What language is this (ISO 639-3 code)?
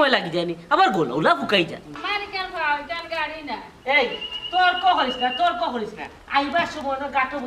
syl